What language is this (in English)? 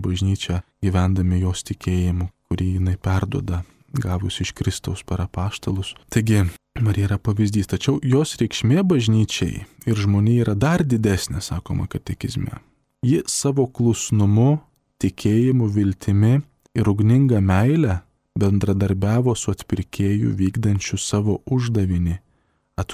Lithuanian